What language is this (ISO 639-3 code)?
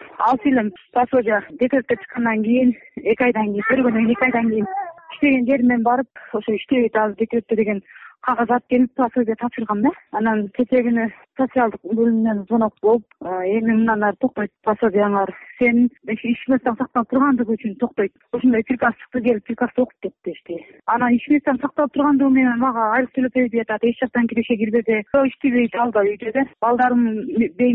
kir